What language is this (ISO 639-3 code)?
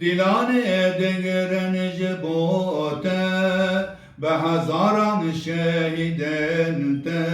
kur